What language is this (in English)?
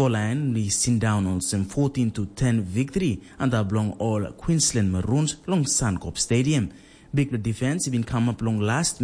Tok Pisin